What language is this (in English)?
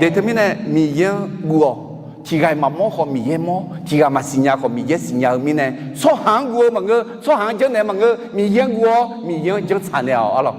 Akha